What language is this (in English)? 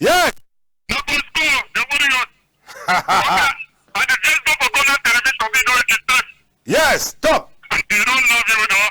Cameroon Pidgin